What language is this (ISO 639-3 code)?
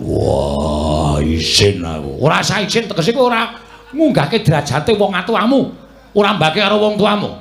jav